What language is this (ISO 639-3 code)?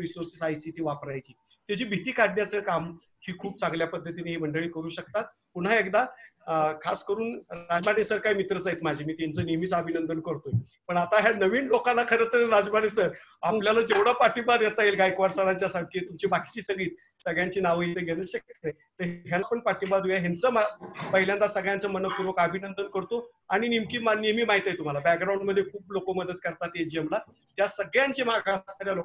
mar